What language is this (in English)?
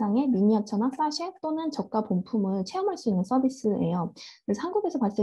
Korean